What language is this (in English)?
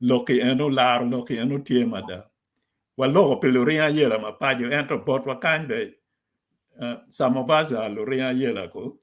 Acoli